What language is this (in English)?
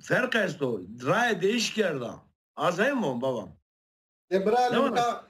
Zaza